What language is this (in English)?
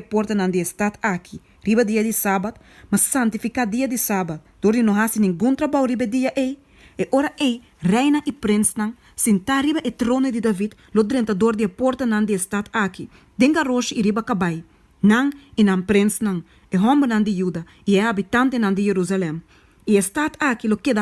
Papiamento